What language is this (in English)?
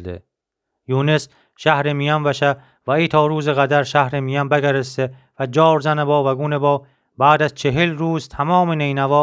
Gilaki